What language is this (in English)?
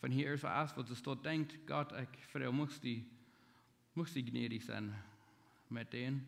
Plautdietsch